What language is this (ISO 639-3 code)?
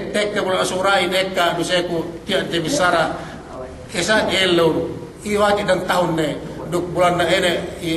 yka